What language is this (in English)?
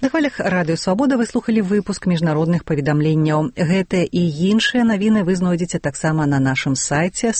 Belarusian